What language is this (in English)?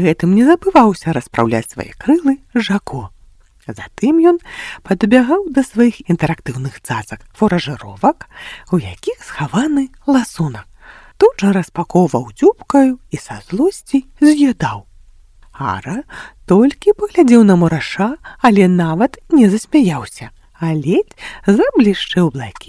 Belarusian